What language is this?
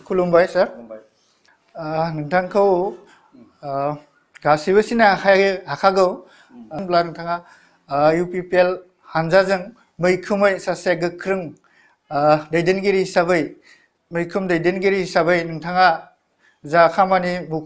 Bodo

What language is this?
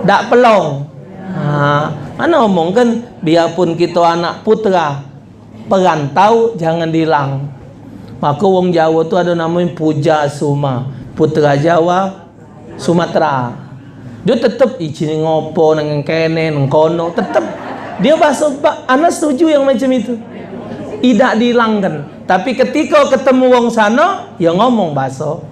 Musi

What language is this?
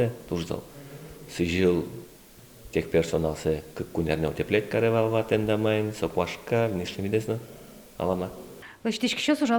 Udmurt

